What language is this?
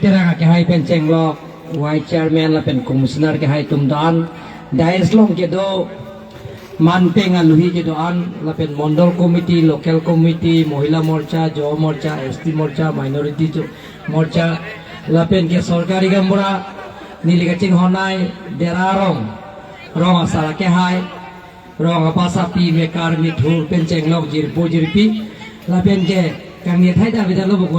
Karbi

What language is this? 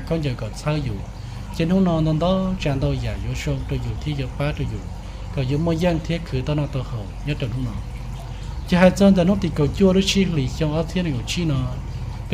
Hmong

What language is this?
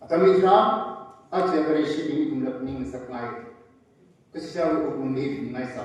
Tangkhul Naga (India)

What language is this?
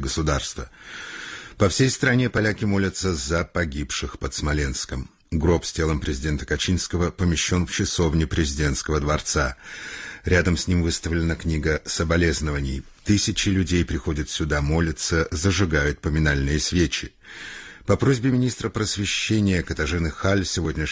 Russian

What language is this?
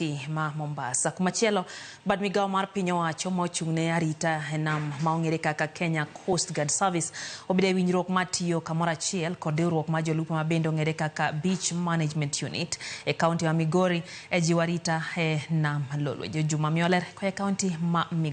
Luo (Kenya and Tanzania)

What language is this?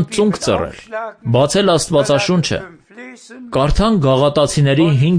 Armenian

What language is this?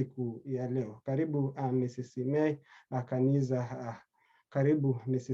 Kalenjin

